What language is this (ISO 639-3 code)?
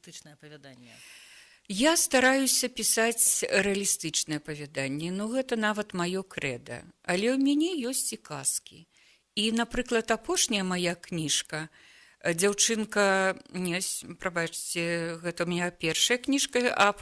bel